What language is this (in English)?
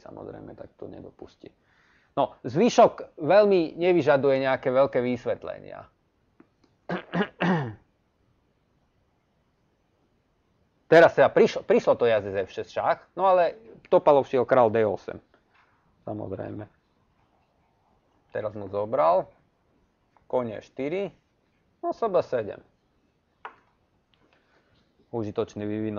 Slovak